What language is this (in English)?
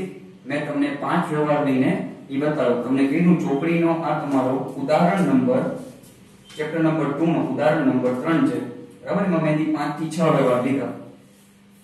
Gujarati